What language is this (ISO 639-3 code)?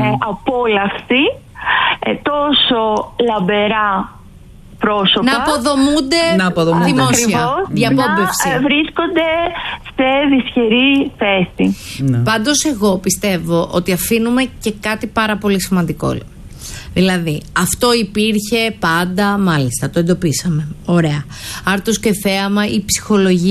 ell